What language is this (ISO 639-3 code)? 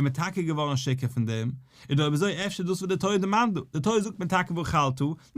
yid